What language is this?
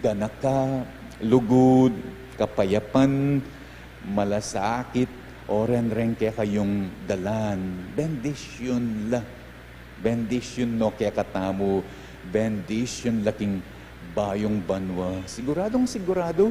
Pampanga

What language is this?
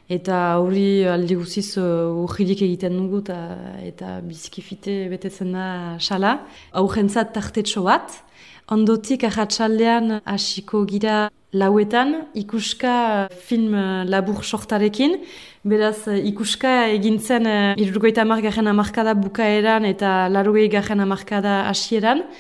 Basque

